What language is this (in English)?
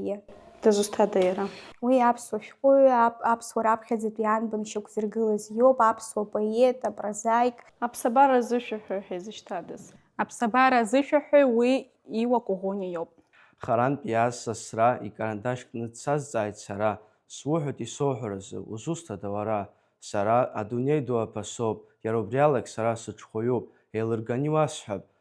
Abkhazian